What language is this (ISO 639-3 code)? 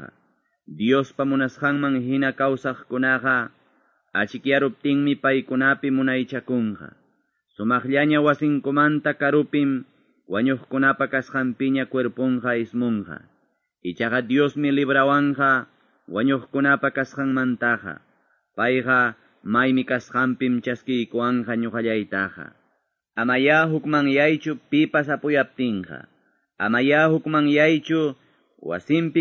que